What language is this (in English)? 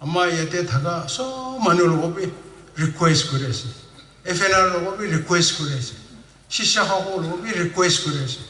Naga Pidgin